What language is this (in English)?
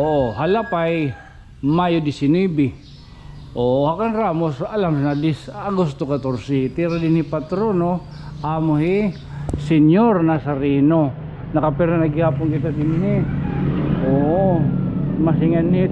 Waray